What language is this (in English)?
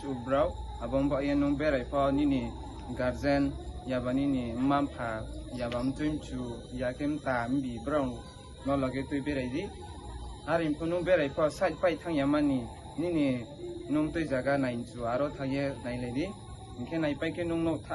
Riang (India)